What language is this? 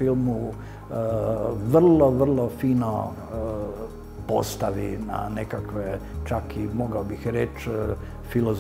Croatian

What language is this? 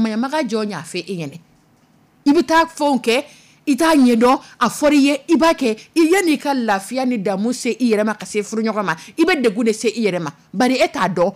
Dyula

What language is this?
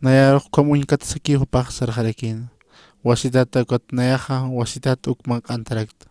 Aymara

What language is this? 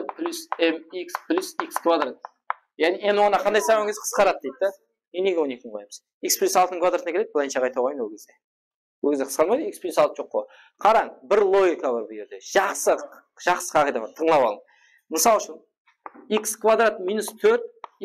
Kara-Kalpak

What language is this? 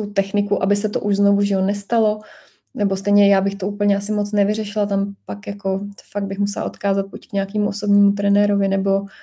Czech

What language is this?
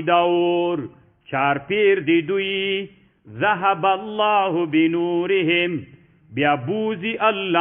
Pashto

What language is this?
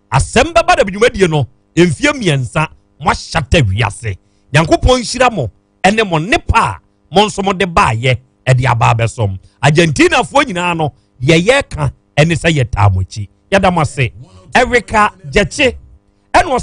Akan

